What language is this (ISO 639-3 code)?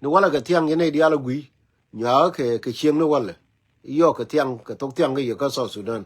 nus